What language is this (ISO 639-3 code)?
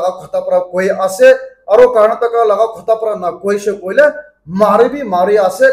nag